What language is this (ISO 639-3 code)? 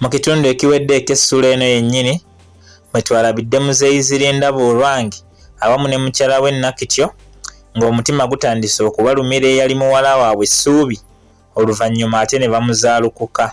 lug